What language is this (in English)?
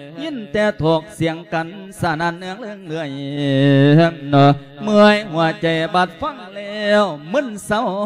Lao